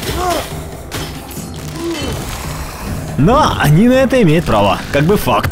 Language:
Russian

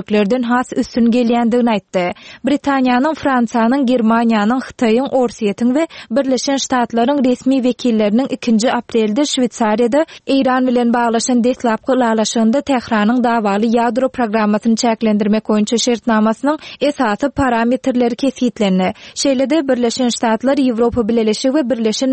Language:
Turkmen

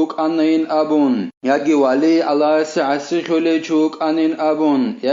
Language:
Avaric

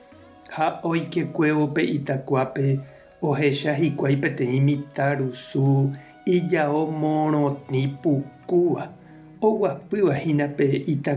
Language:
Guarani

